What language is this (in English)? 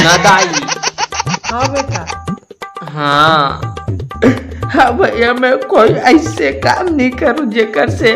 Chhattisgarhi